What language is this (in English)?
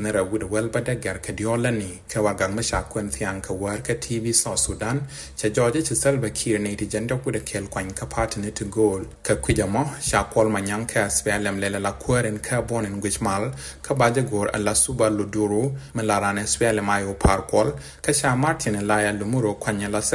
Nuer